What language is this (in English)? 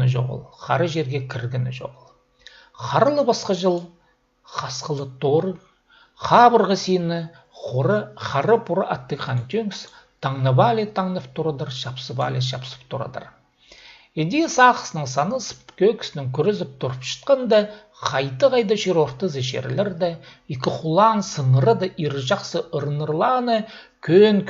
Khakas